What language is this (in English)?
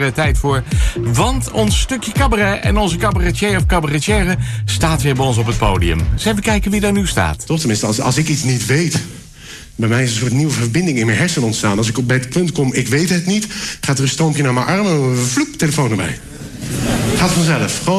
Dutch